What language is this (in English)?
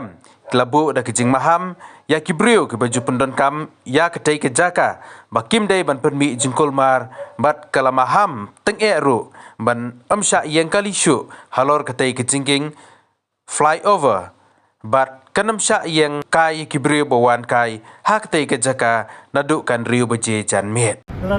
Khasi